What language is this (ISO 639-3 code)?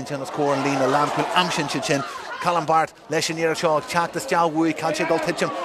gle